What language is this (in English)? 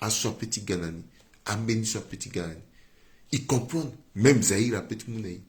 Sango